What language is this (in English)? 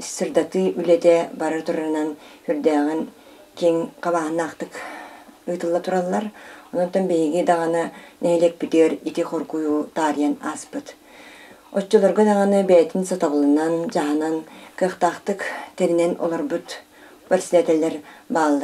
Yakut